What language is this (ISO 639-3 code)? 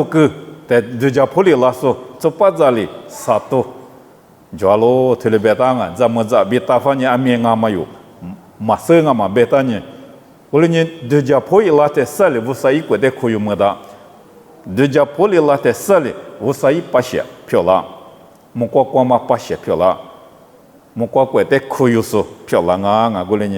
lis